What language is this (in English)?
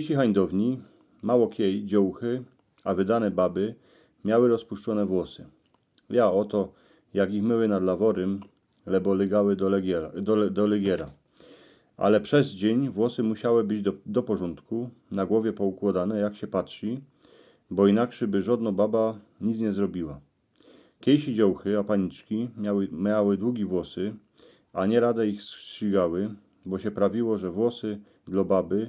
Silesian